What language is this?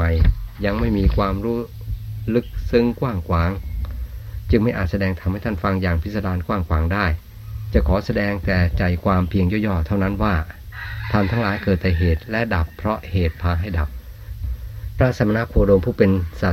Thai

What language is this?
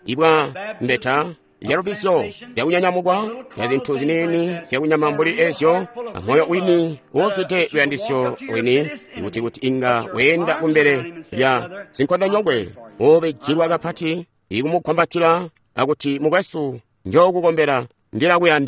Tonga (Zambia)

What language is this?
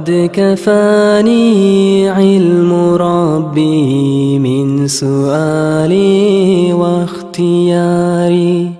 Kumyk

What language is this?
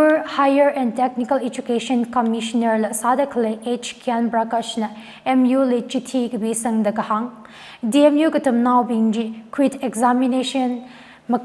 Tangkhul Naga (India)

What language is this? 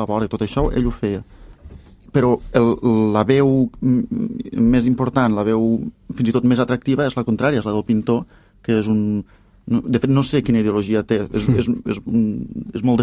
Catalan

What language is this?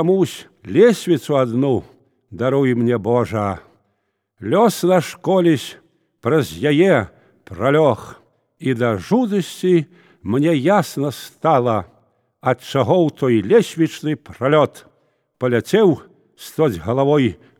Belarusian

